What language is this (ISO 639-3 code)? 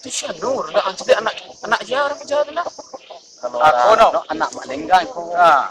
min